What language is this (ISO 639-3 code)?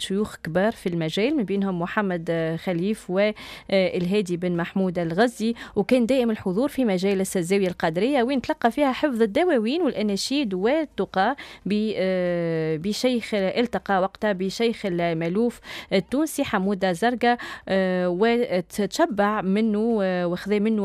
aeb